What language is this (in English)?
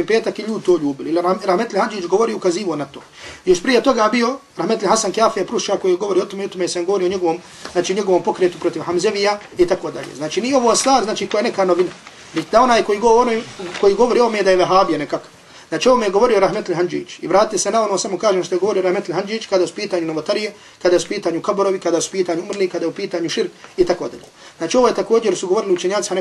Bosnian